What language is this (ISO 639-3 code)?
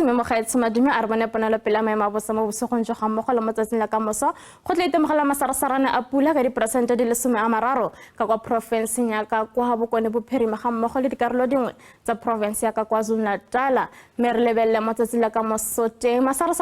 tsn